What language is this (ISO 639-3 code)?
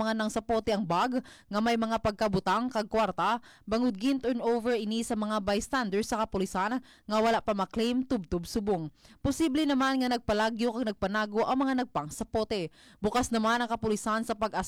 hil